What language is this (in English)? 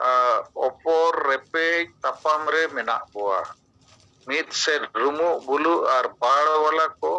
Santali